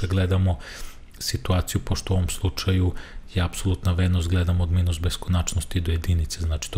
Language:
Serbian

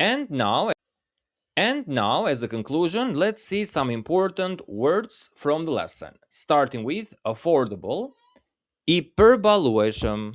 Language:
Albanian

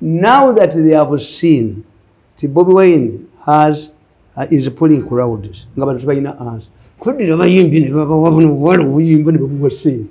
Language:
Ganda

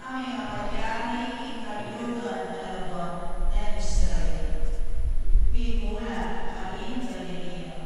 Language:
Pampanga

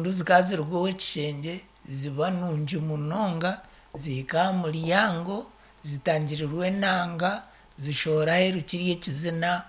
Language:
Nyankole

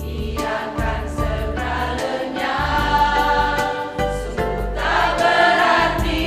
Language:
Nias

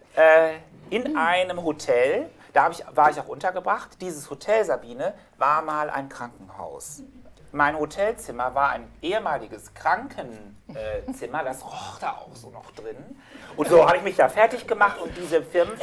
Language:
German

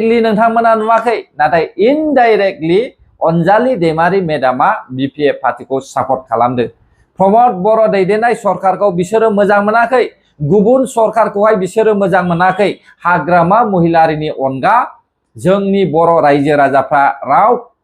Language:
Bodo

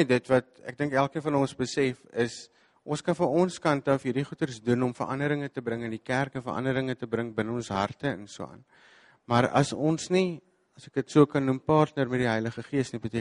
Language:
Afrikaans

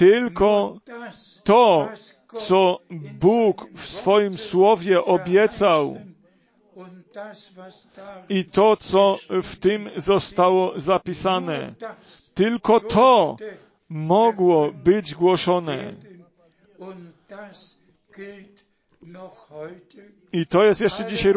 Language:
Polish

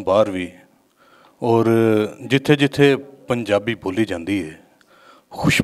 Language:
Western Panjabi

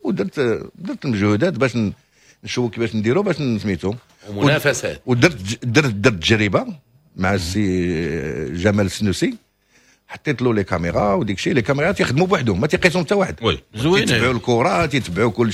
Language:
Moroccan Arabic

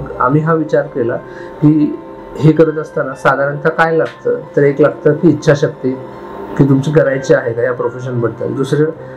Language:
Marathi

